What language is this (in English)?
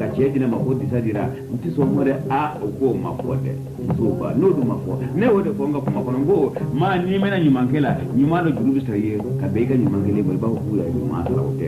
Bambara